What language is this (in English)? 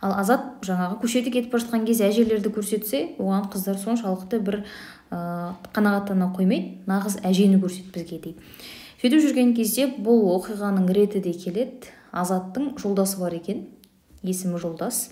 Kazakh